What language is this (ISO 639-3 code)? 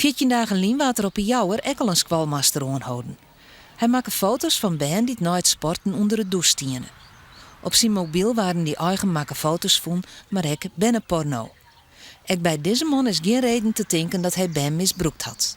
fry